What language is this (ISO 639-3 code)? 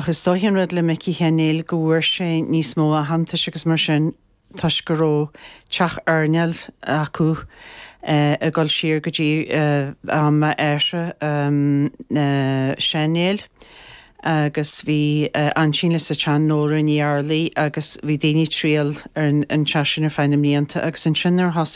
gle